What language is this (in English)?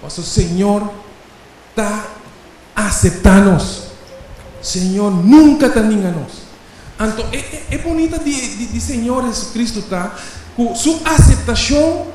Papiamento